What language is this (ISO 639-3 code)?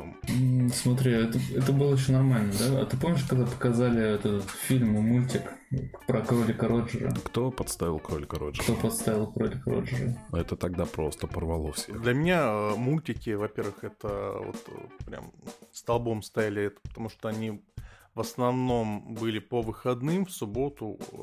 rus